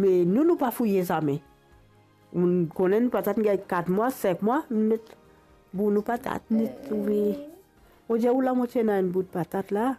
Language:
Morisyen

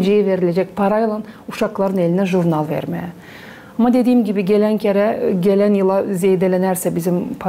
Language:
Gagauz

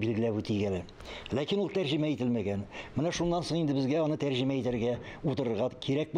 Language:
Tatar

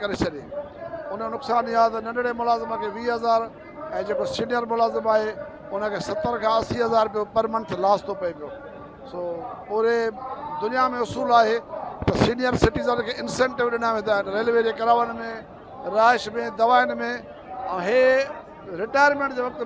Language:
Sindhi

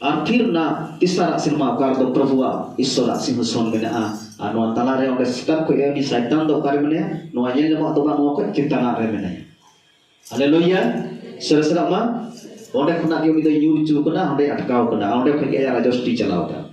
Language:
Santali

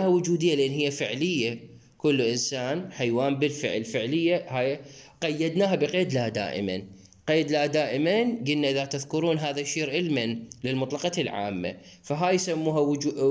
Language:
Mesopotamian Arabic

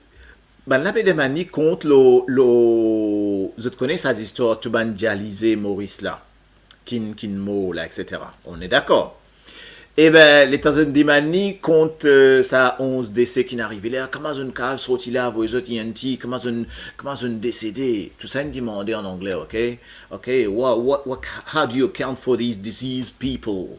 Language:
Morisyen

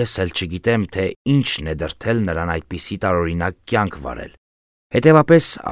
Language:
Armenian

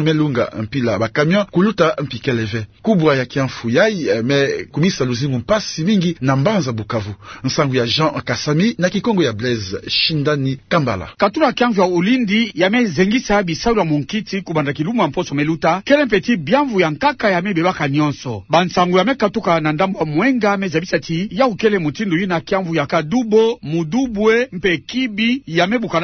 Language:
Kituba (Democratic Republic of Congo)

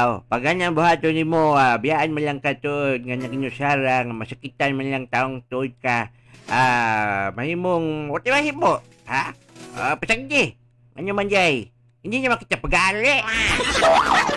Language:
Cebuano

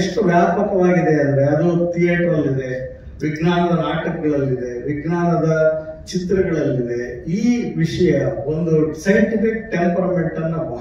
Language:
Kannada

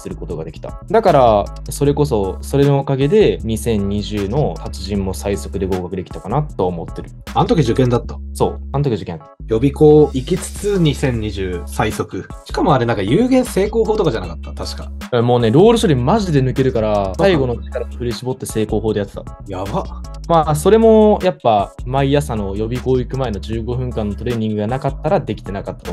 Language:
Japanese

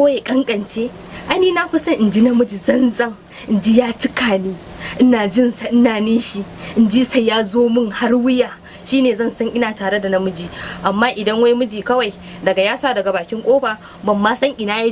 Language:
Hausa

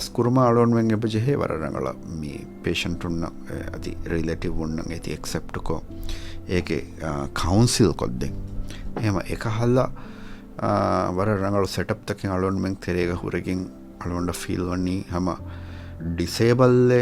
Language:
Divehi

